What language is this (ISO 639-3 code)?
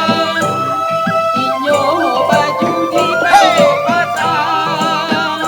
min